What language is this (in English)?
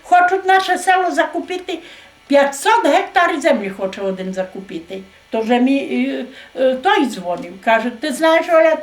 Rusyn